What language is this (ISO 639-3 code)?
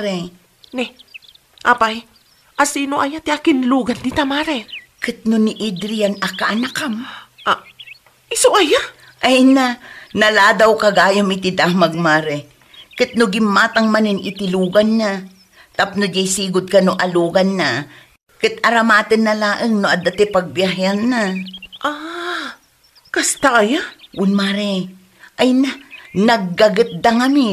ilo